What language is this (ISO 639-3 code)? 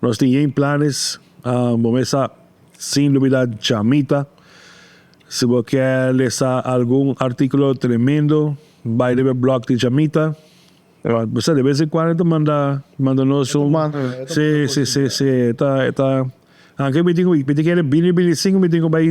pap